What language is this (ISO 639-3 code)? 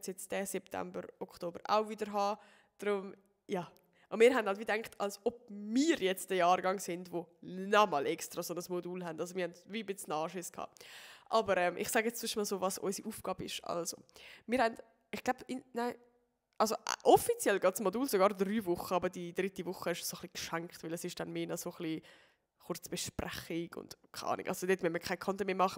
gsw